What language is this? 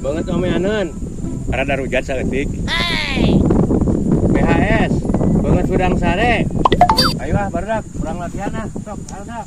Sundanese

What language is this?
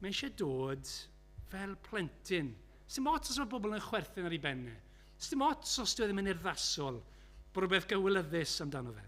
Welsh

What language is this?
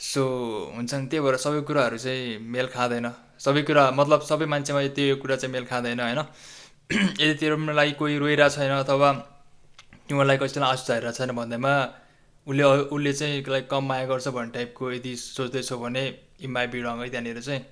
Nepali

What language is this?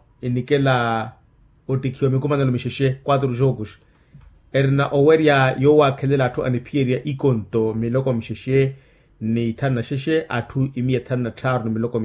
Makhuwa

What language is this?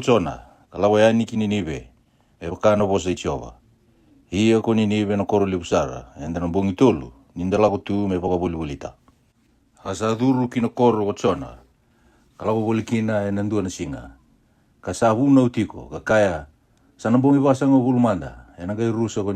Fijian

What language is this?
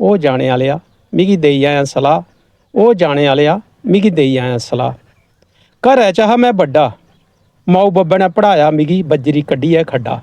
Dogri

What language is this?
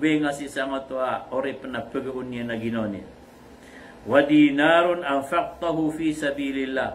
Maranao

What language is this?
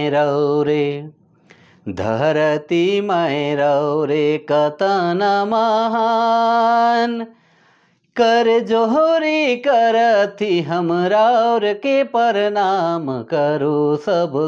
Sadri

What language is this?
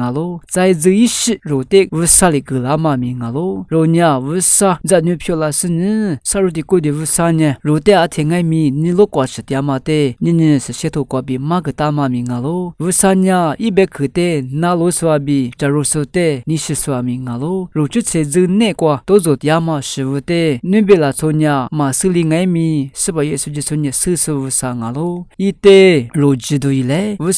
Lisu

